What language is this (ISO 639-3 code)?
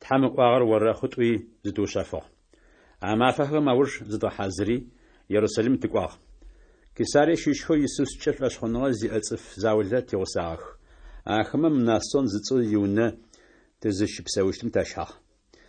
ady